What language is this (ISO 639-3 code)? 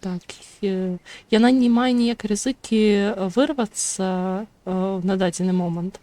bel